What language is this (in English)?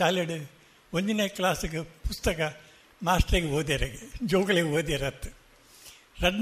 Tulu